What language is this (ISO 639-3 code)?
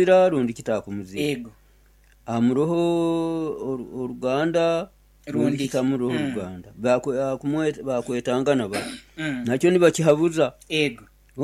nyo